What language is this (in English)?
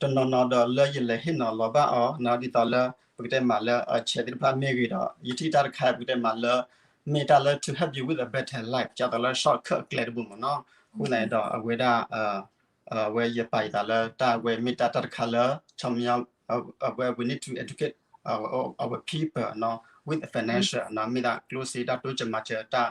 S'gaw Karen